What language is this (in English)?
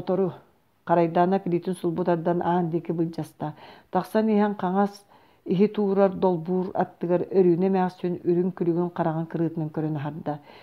Yakut